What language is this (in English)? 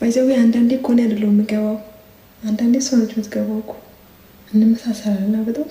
Amharic